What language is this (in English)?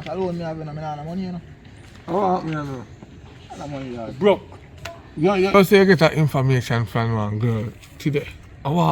Jamaican Creole English